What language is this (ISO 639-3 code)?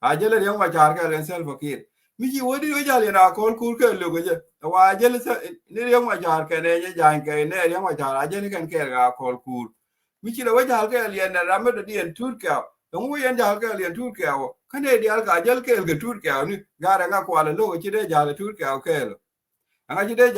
nus